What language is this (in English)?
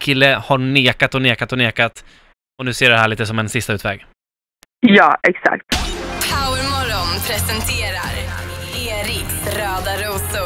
Swedish